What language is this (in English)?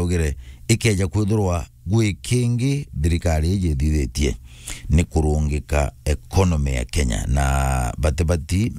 Meru